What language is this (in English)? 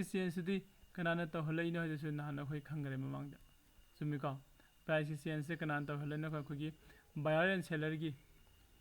Manipuri